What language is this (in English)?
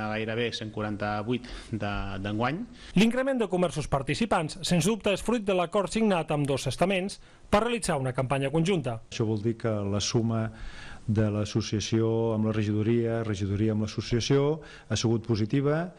Catalan